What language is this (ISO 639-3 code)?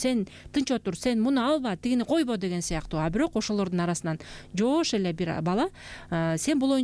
kir